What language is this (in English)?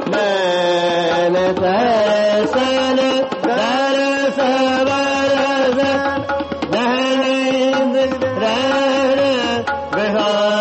Hindi